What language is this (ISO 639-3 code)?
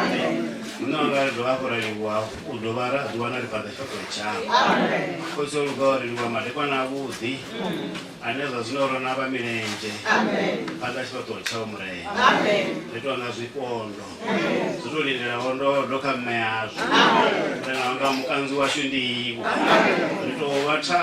ven